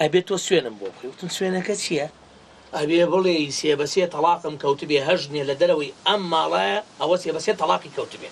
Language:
Central Kurdish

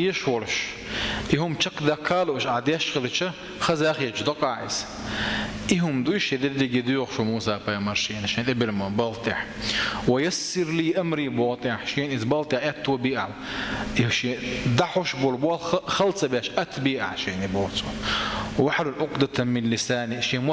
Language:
Chechen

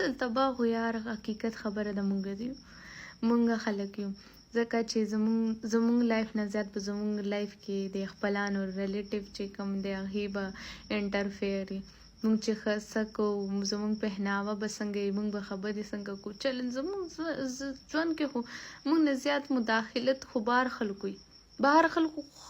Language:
Pashto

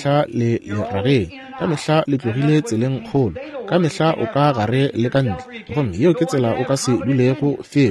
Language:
Northern Sotho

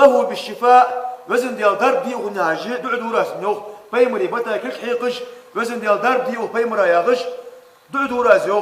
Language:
Ingush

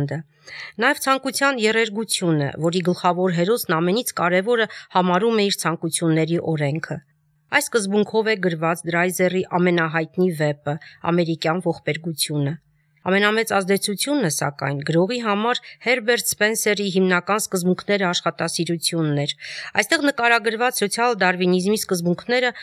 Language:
Armenian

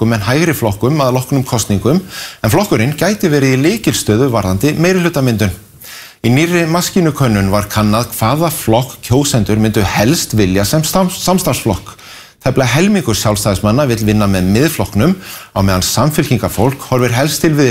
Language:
Icelandic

